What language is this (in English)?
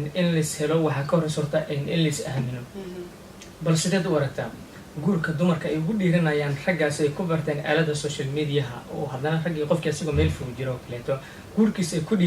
Somali